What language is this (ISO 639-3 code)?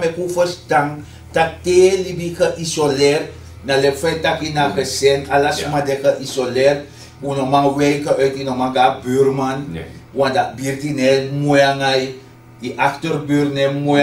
srn